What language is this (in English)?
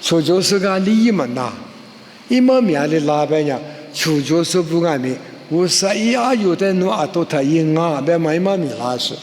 Lisu